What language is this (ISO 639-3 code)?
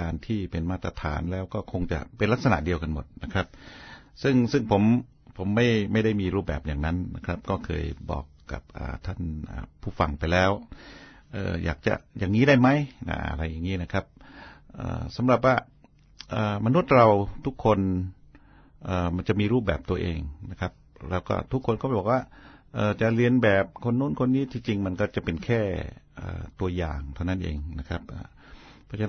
tha